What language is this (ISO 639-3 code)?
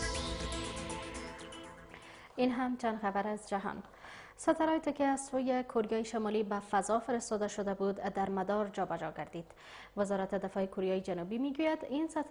fas